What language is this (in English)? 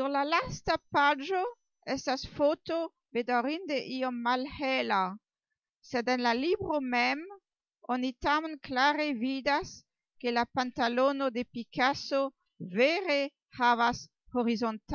Esperanto